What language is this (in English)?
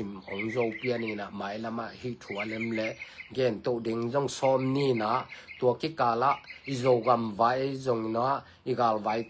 Tedim Chin